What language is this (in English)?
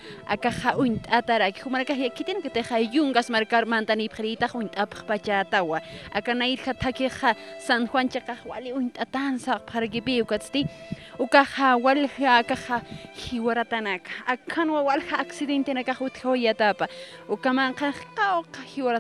Aymara